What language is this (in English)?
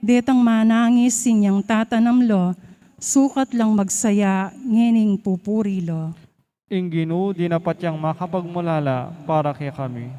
Pampanga